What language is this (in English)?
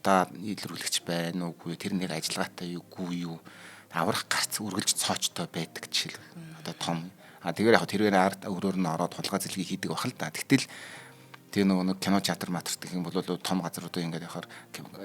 Mongolian